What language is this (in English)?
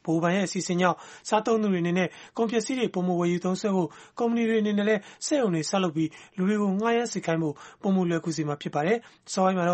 Burmese